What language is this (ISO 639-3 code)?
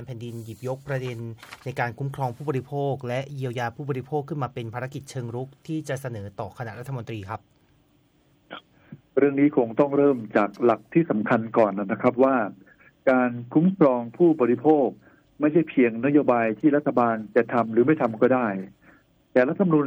tha